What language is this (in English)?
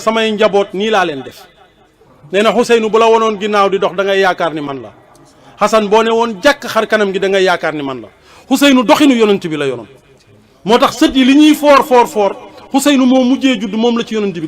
Wolof